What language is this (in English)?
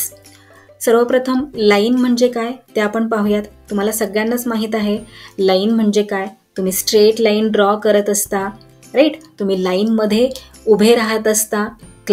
Marathi